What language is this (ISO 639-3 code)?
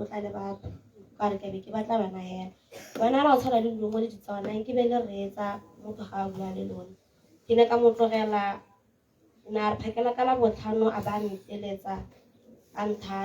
tsn